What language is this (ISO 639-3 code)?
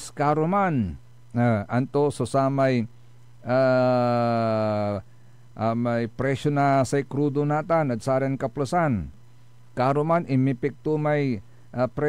pag